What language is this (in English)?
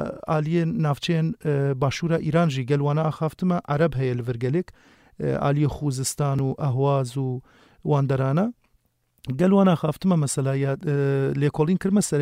Kurdish